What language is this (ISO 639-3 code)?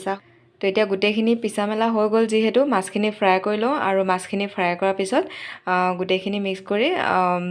asm